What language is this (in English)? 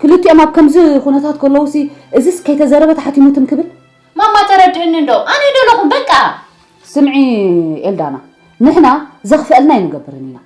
Tigrinya